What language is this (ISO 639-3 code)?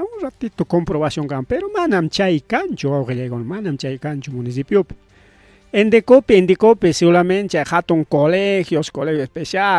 quy